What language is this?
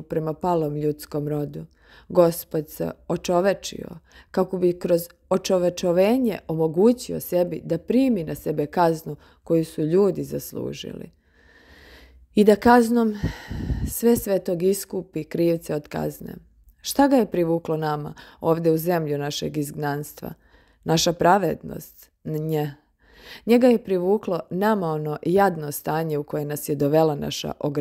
Serbian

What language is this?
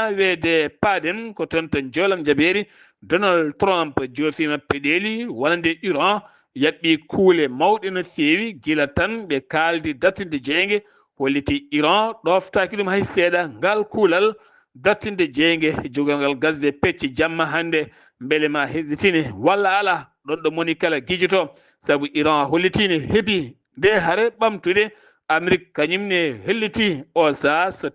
Fula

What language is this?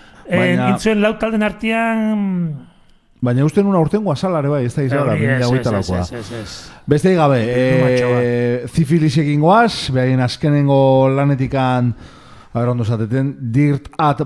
Basque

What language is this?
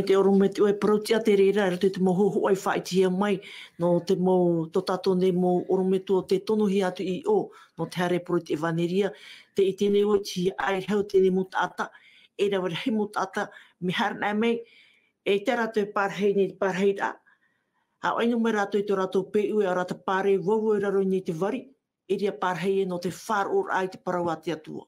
Tahitian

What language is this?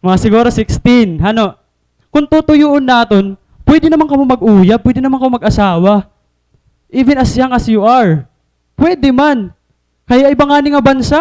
Waray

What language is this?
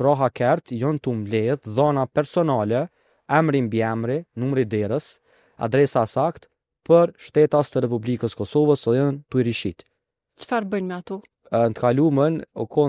Albanian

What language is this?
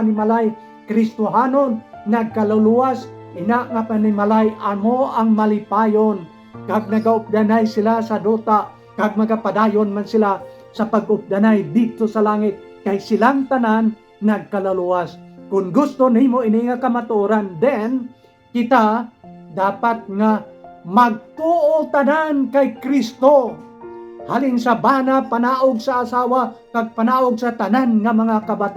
Hiligaynon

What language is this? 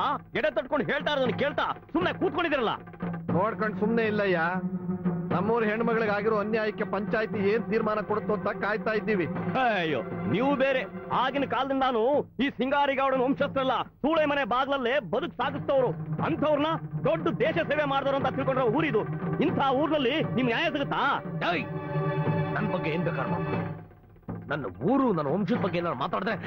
Kannada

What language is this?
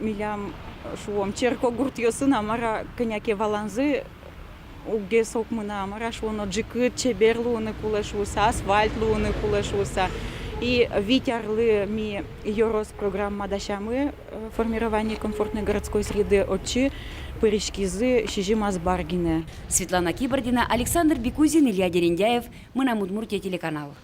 Udmurt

